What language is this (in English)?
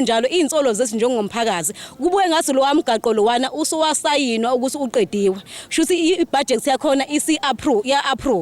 Zulu